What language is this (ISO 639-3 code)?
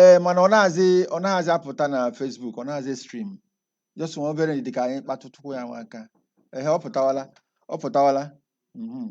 ibo